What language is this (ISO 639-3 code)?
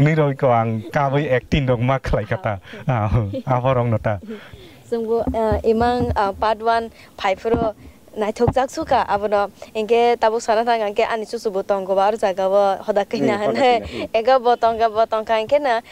trp